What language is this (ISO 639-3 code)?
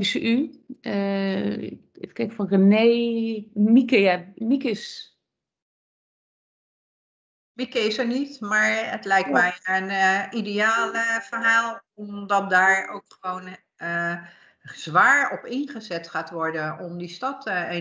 nld